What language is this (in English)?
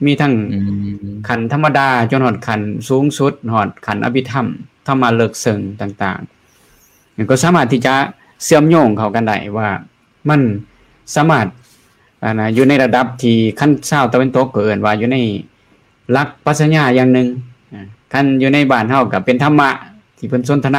Lao